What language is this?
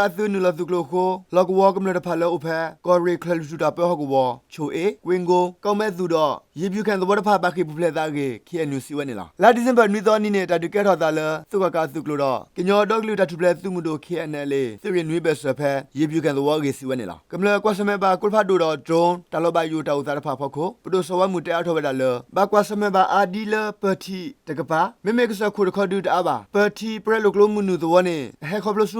S'gaw Karen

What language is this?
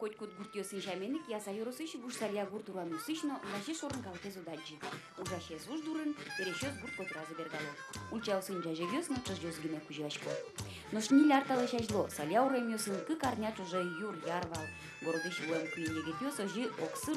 Udmurt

